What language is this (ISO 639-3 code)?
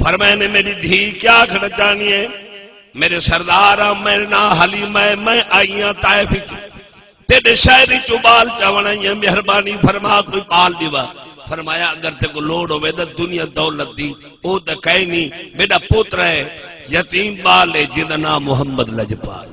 skr